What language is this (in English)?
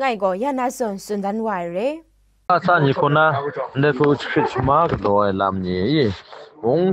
Kachin